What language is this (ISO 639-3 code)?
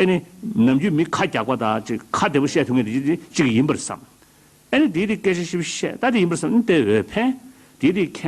bod